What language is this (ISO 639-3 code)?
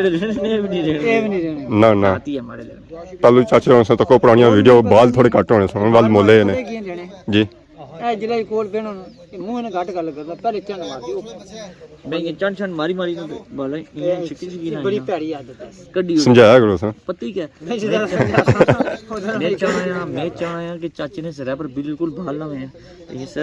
phr